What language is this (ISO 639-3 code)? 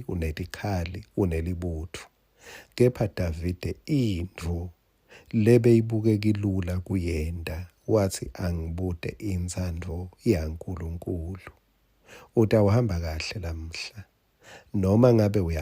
ssw